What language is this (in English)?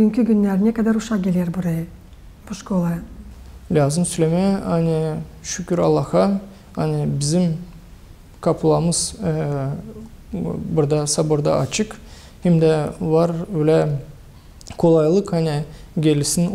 Gagauz